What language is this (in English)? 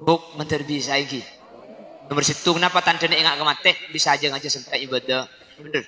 Madurese